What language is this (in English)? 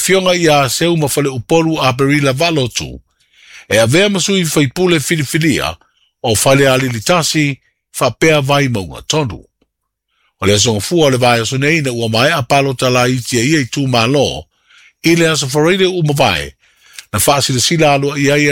Samoan